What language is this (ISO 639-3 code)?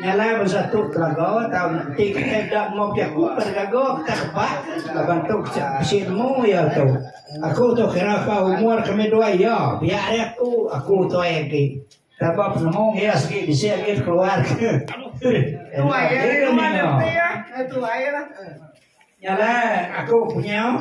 iba